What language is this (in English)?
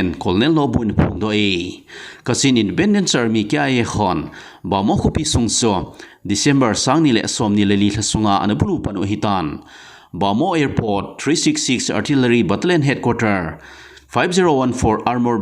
Thado Chin